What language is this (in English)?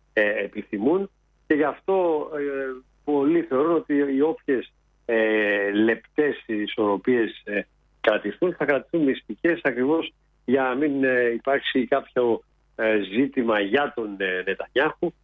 Greek